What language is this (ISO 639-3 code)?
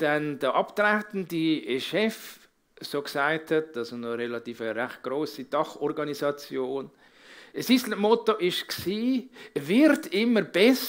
gsw